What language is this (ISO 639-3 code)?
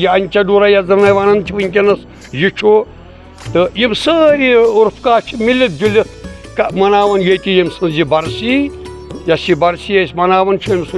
kas